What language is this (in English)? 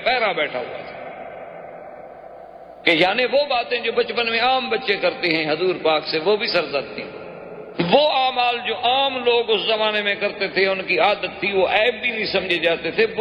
Urdu